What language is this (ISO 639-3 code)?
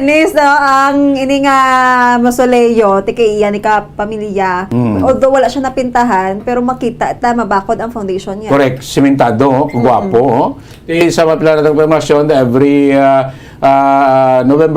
hil